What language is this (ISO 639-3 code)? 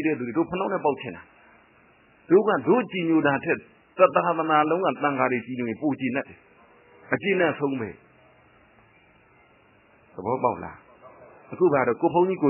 mya